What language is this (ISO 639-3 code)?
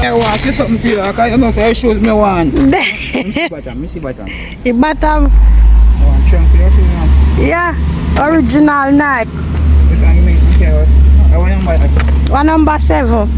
jam